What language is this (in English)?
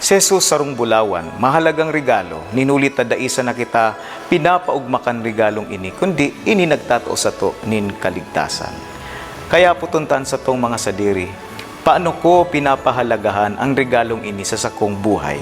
Bikol